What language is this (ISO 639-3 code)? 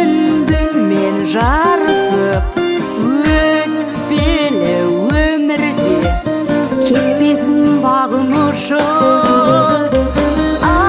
kaz